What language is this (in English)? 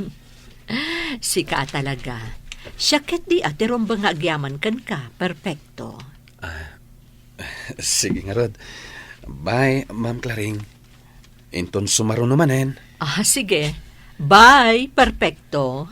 Iloko